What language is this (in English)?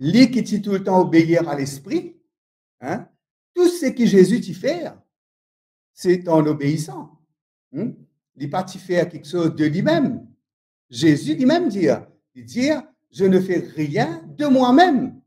Morisyen